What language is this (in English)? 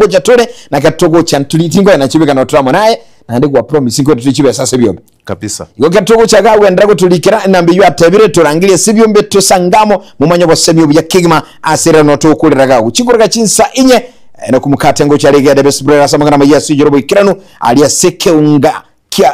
Gusii